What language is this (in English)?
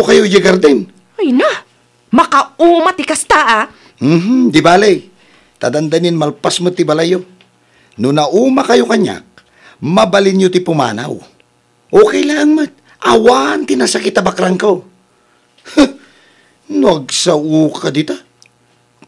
Iloko